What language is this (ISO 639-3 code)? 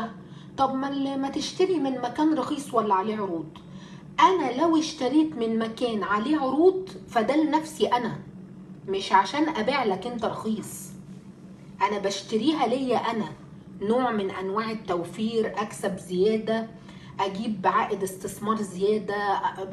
arz